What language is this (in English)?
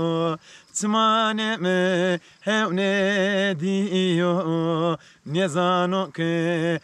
Zaza